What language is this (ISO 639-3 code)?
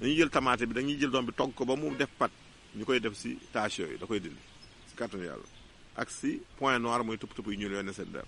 wol